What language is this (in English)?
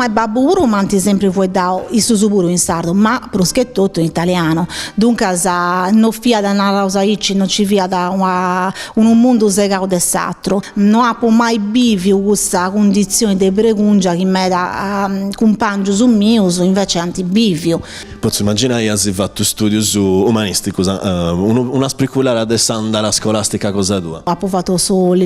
Sardinian